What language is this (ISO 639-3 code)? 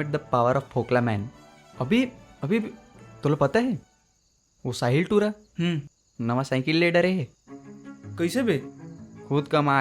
hne